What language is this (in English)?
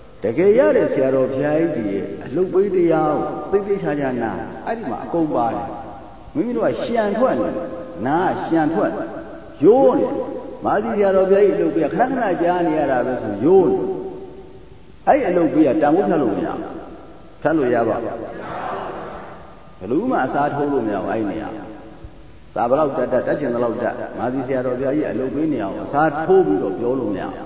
Burmese